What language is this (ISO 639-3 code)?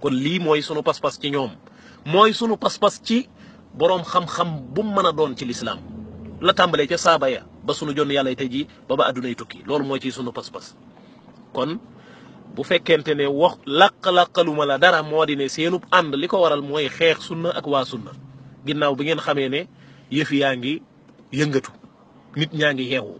wol